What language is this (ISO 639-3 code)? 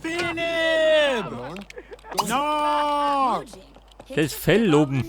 bar